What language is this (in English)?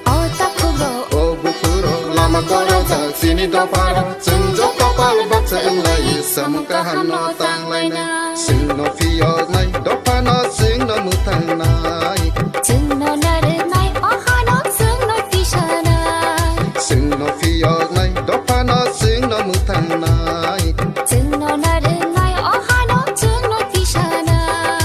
Kok Borok